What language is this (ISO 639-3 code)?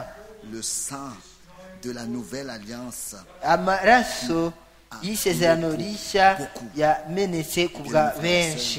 kin